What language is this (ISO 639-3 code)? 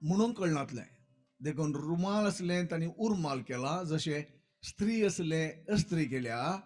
kok